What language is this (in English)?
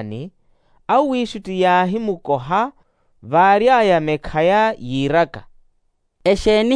Makhuwa